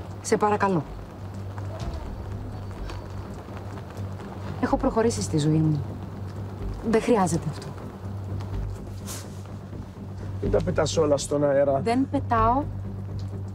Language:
Greek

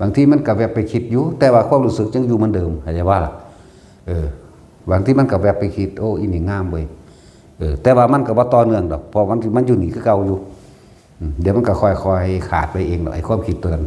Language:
Northeastern Thai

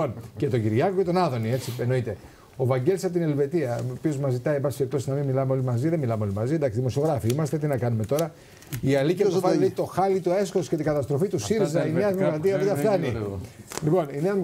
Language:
Greek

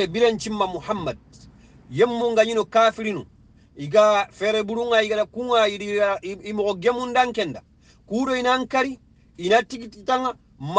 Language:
Soninke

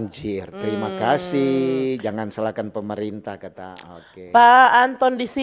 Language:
Manado Malay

